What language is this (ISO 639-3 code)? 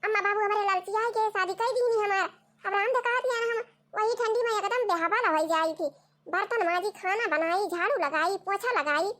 awa